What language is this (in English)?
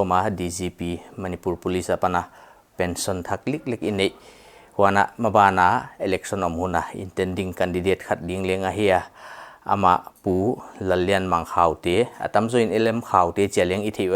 Paite Chin